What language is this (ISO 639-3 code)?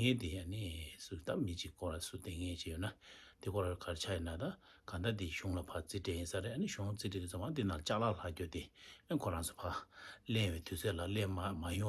bod